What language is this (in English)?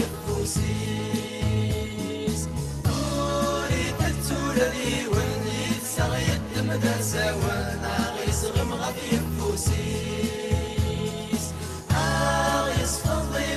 Kabyle